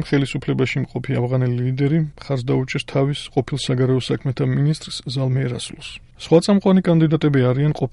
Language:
Georgian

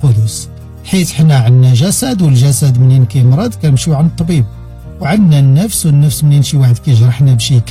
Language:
Moroccan Arabic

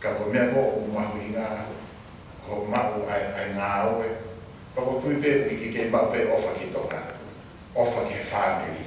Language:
Tongan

